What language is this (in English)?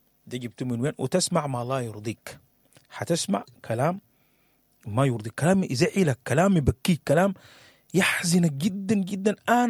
Sudanese Arabic